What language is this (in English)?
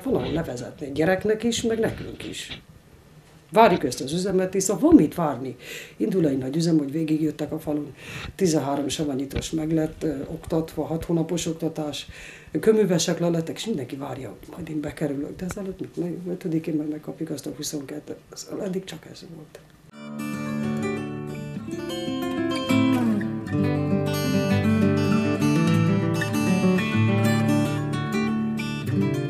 Hungarian